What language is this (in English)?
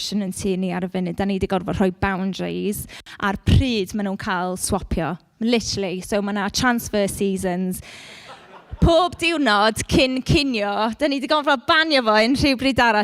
Welsh